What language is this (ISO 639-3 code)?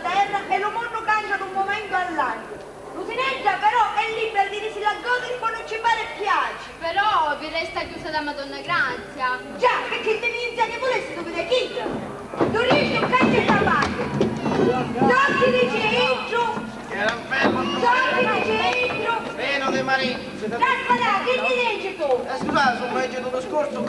scn